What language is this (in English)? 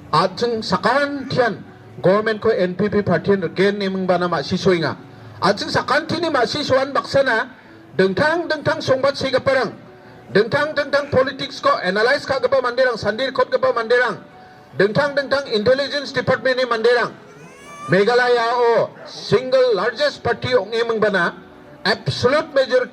Garo